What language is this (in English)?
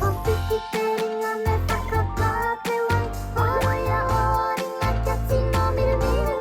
Māori